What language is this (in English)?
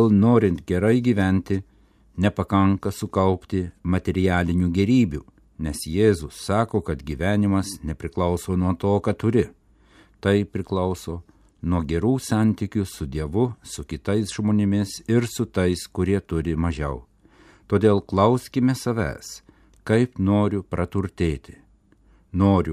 Lithuanian